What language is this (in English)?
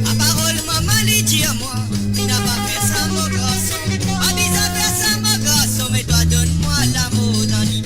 Morisyen